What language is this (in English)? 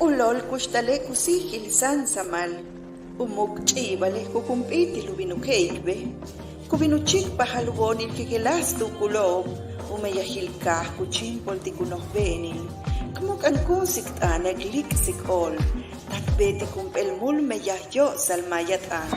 Yucateco